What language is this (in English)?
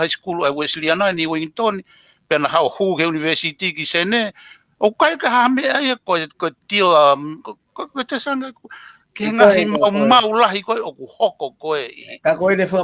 Tongan